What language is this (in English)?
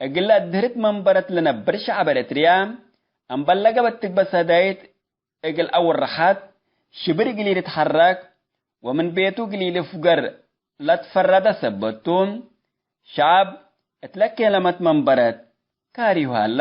Tigre